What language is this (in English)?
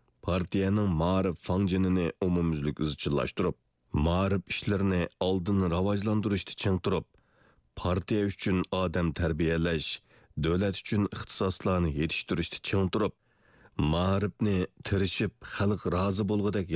Uyghur